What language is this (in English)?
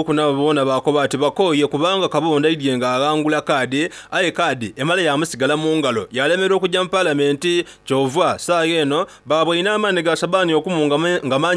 Soga